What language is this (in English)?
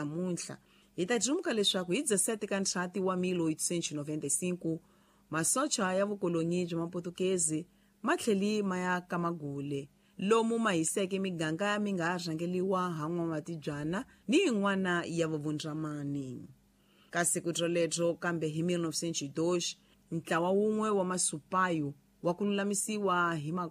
Tsonga